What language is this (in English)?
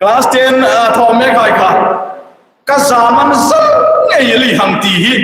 Hmar